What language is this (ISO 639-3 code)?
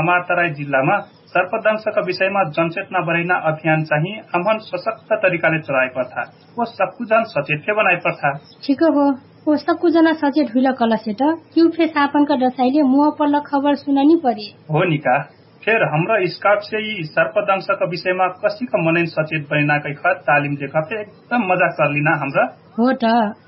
thl